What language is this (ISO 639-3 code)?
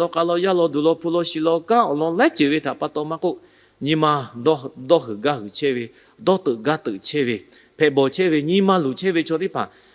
lhu